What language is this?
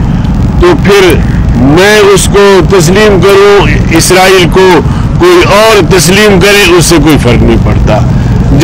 Urdu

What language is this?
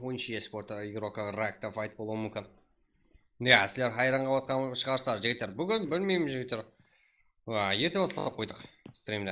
Kara-Kalpak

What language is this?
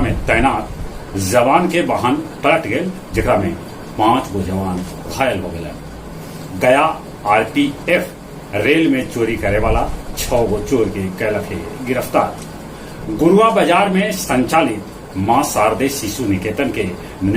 Magahi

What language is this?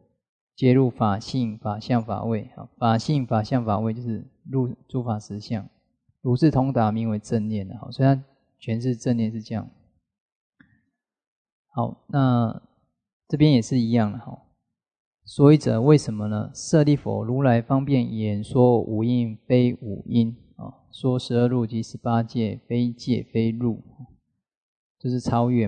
Chinese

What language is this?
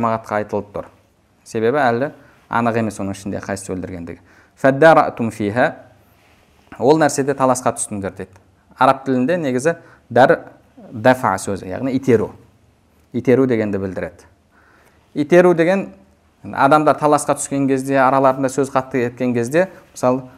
Kazakh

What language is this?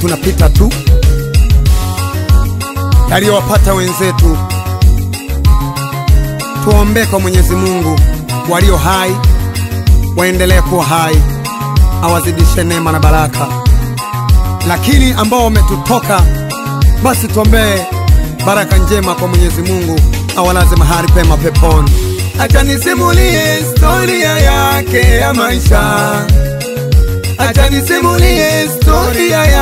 Swahili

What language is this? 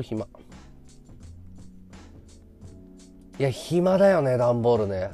Japanese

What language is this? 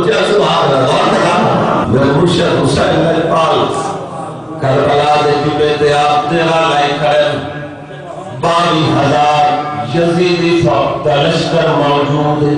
Saraiki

